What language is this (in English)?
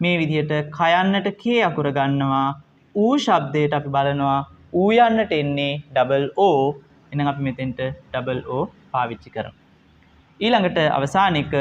Sinhala